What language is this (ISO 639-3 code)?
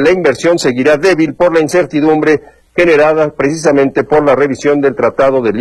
spa